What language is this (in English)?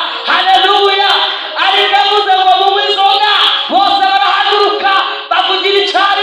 Kinyarwanda